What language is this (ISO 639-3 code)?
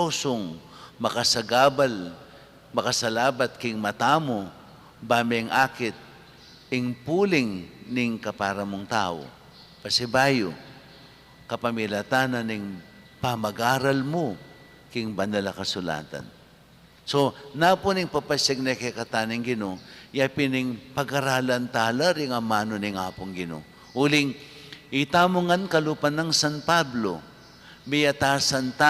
pam